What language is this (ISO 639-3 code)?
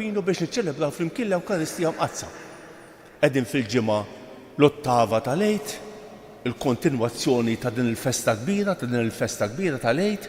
mlt